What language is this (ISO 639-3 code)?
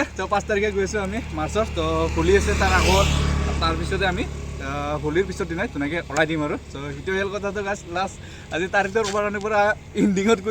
asm